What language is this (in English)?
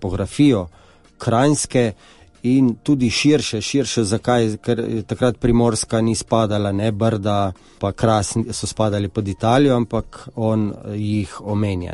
Slovenian